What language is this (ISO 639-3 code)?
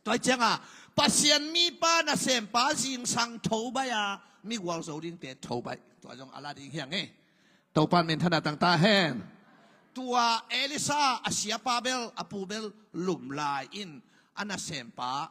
ctd